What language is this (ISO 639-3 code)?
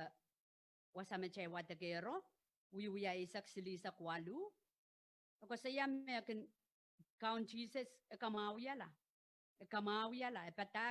pon